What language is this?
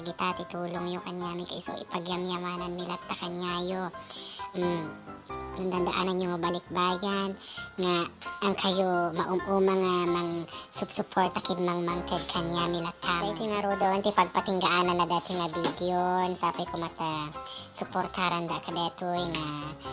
Iloko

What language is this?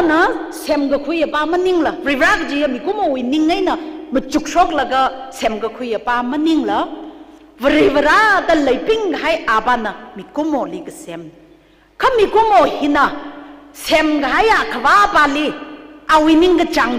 Tangkhul Naga (India)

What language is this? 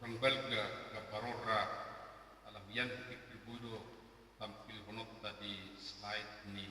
Batak Toba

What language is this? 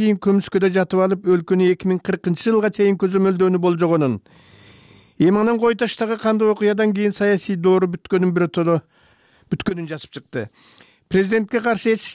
Kyrgyz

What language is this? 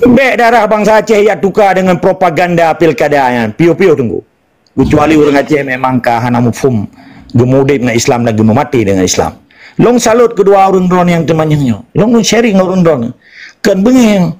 Achinese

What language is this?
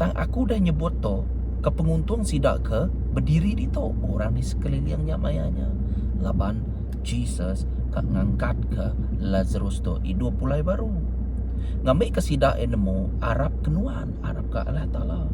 Iban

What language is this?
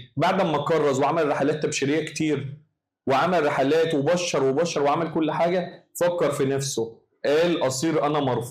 Egyptian Arabic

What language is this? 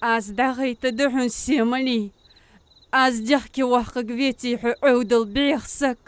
Ingush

